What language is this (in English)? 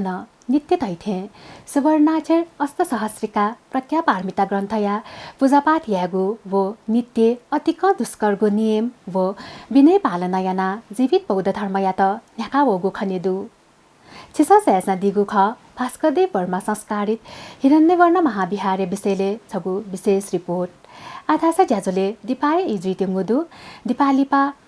Newari